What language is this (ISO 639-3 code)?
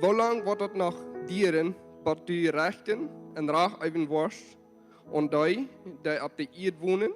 pdt